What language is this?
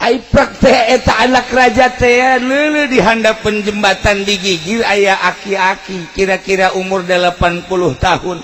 Sundanese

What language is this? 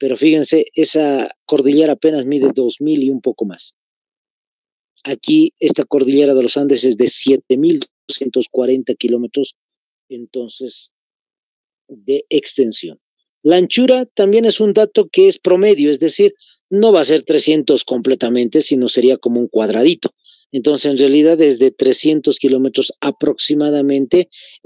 Spanish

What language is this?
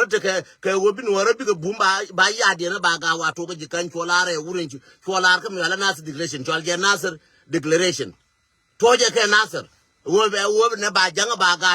Nuer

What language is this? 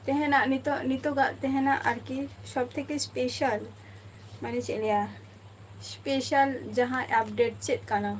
Santali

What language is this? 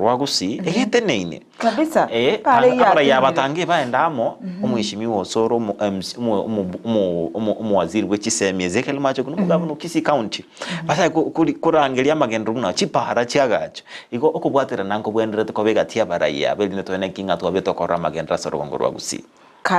Gusii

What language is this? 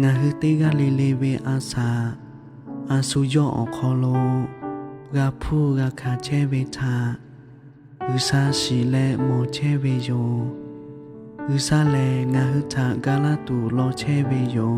Lahu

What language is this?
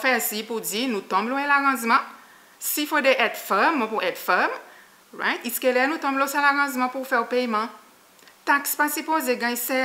Seselwa Creole French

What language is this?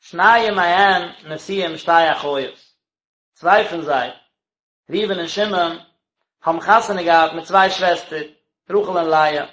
Yiddish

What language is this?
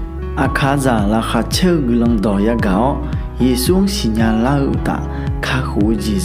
Akha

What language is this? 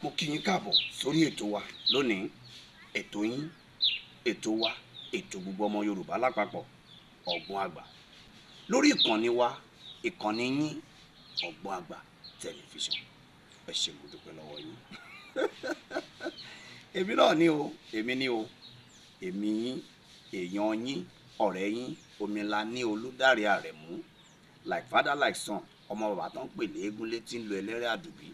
Yoruba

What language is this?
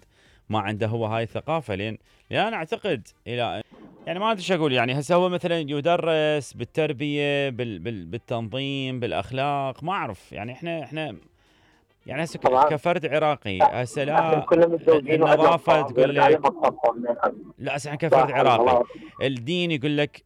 Mesopotamian Arabic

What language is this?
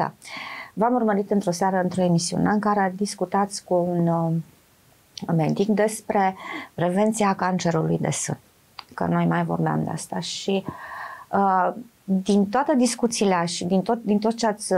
Romanian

